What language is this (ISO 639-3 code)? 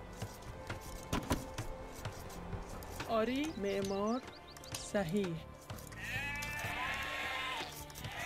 fas